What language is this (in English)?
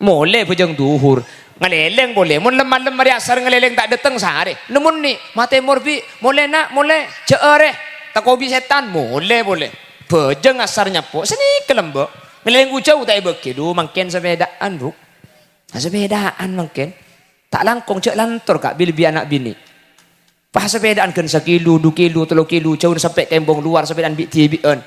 Madurese